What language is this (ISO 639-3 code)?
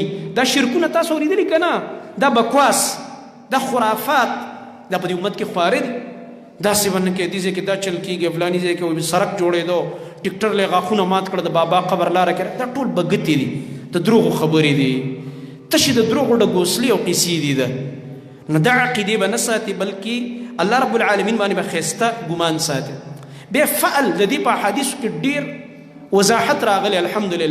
pus